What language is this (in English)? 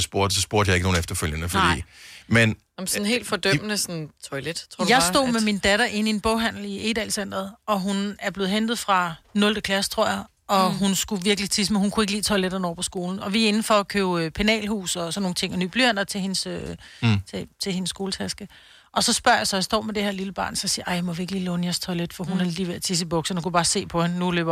Danish